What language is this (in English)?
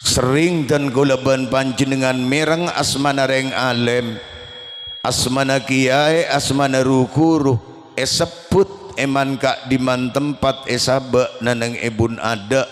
Madurese